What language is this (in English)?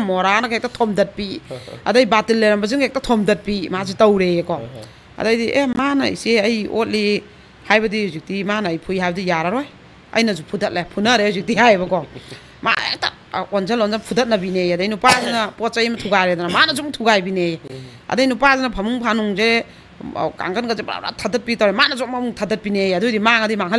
Manipuri